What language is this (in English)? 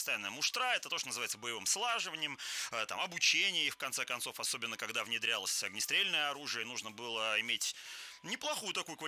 Russian